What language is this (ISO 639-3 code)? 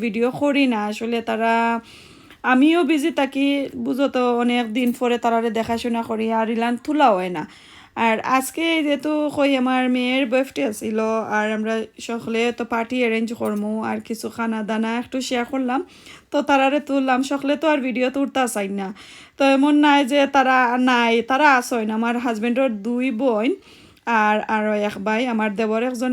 syl